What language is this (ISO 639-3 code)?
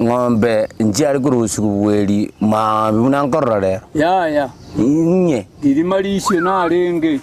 guz